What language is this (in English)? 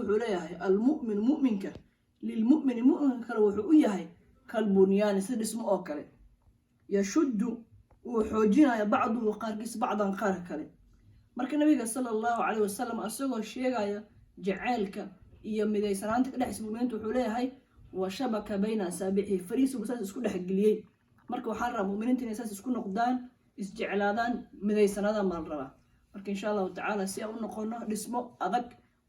Somali